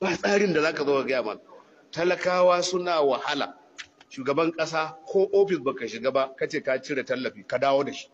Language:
Hausa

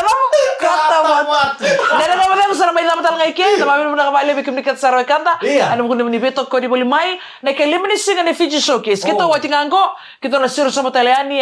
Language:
Fijian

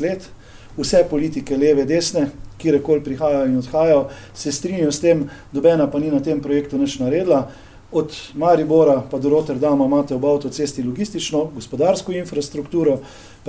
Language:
Slovenian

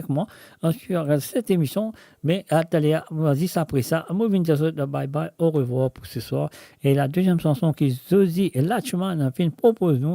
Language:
Morisyen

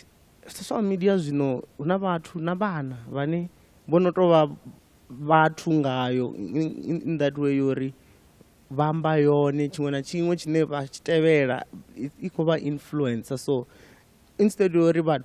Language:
Venda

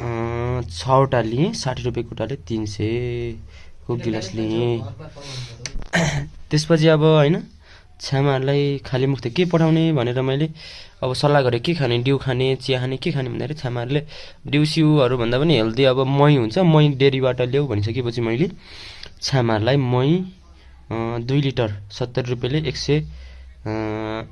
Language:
Nepali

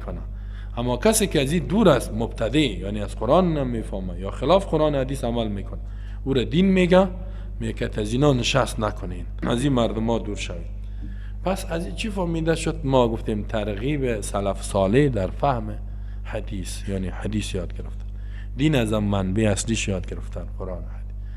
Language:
Persian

